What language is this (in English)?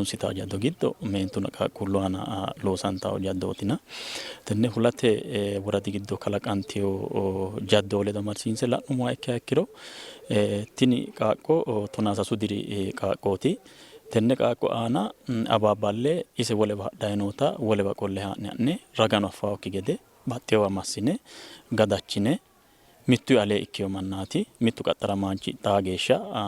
Sidamo